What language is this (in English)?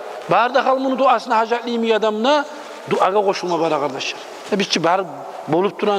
Kumyk